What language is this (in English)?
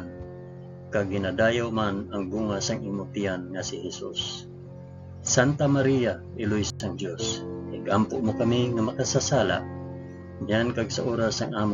Hiligaynon